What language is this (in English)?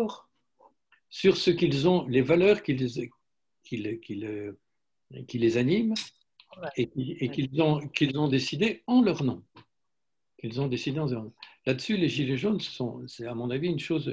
French